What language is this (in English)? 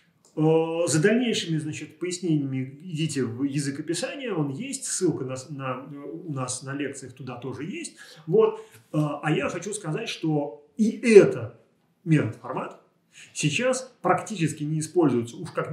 Russian